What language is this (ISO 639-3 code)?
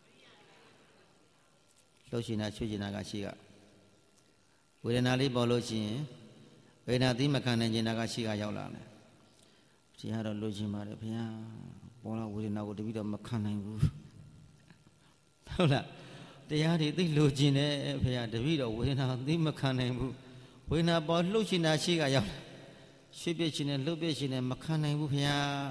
mya